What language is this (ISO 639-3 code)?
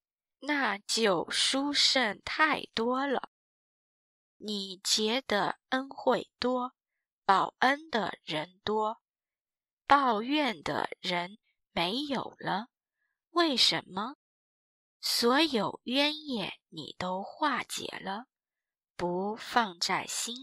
zho